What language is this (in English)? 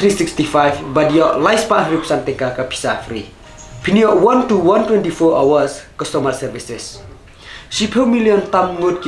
Khasi